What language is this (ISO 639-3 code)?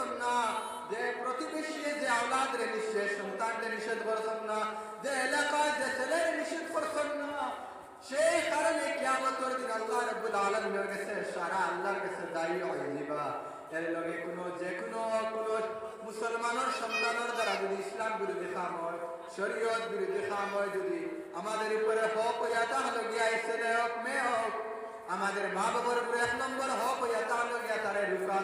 syl